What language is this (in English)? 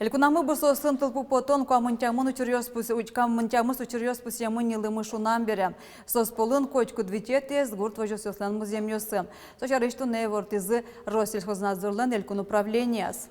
Udmurt